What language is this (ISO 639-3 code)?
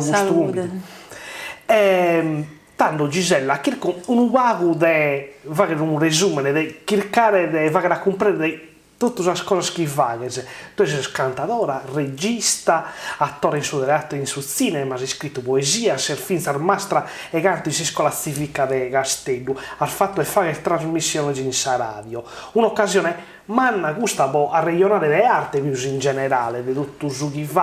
srd